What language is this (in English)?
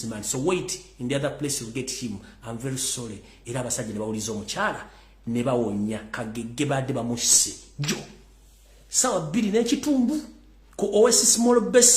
Ganda